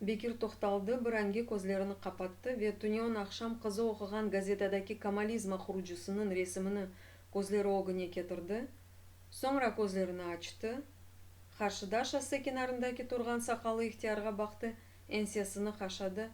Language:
Crimean Tatar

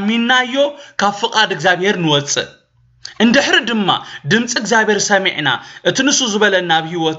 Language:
Tigrinya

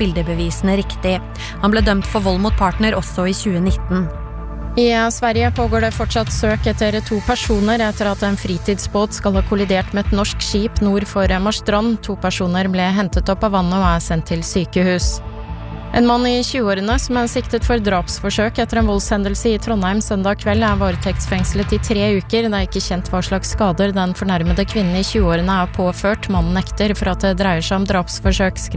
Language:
Norwegian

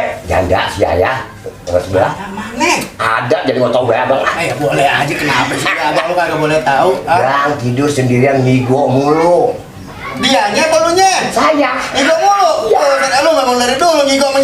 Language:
Betawi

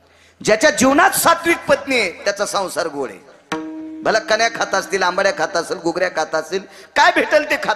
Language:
Marathi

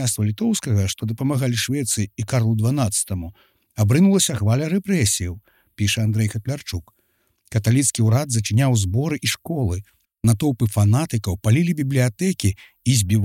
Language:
Belarusian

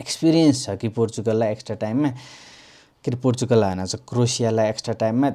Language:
Nepali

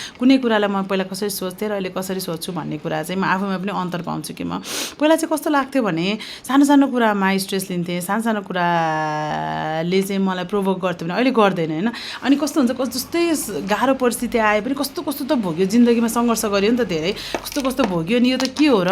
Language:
Nepali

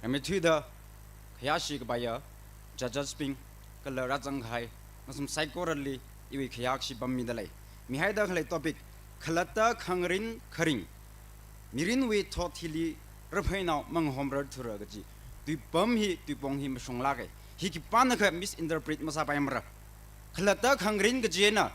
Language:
Tangkhul Naga (India)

